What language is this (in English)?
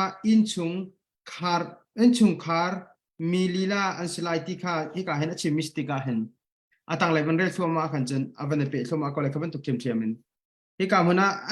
Hakha Chin